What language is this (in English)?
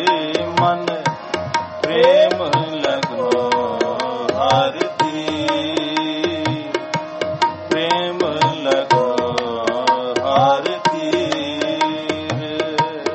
Punjabi